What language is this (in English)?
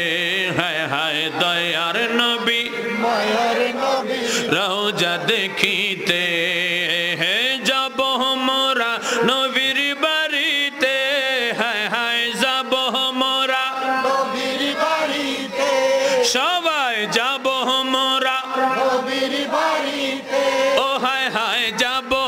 Bangla